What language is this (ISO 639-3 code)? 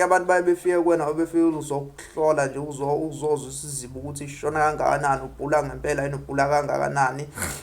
zul